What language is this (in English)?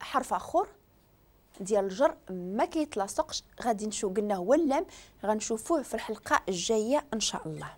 Moroccan Arabic